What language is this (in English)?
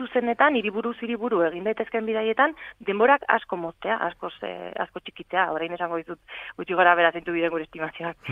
Basque